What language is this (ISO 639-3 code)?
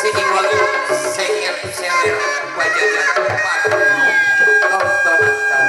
sun